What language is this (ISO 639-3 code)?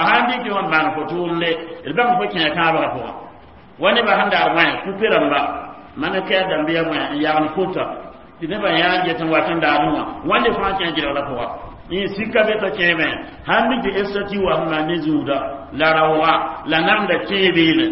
mos